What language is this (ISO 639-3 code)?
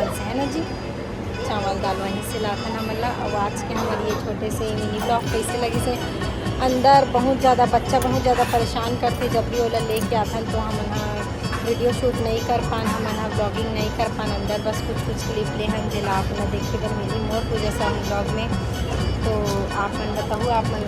hne